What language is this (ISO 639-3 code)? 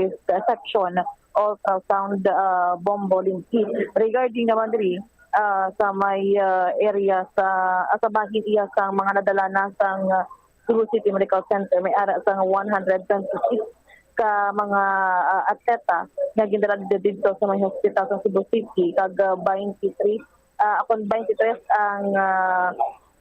hil